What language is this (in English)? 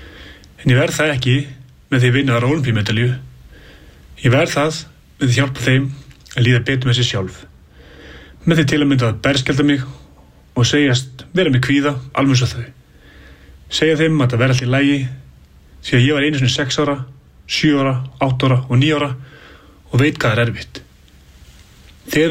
Icelandic